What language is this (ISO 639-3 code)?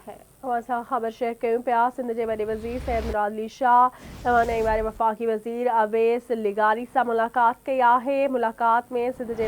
snd